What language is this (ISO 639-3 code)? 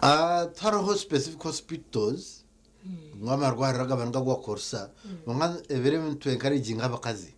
nyn